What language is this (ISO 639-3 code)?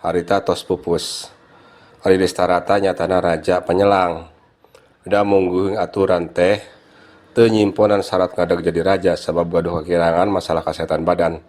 sun